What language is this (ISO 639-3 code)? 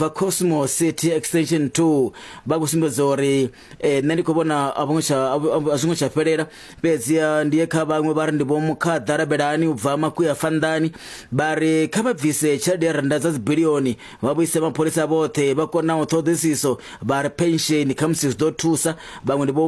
ven